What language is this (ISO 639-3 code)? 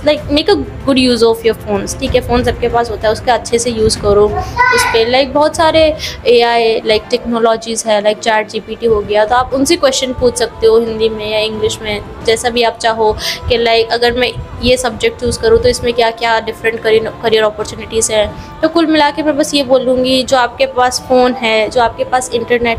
hin